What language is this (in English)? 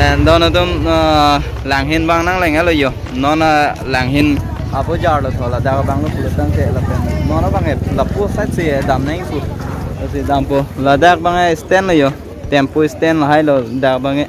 Karbi